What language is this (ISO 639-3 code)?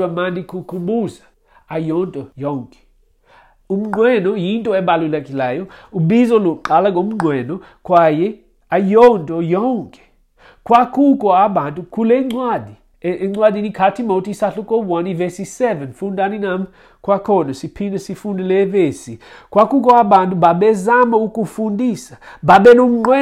xho